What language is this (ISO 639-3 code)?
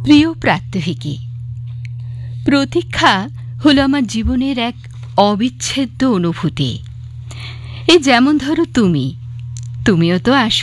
ben